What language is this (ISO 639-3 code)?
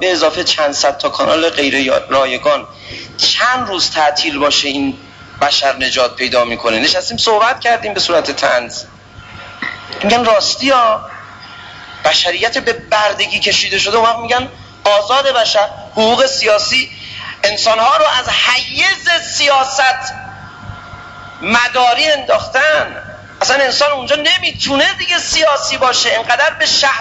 fas